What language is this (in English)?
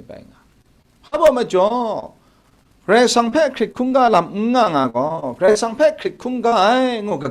Kachin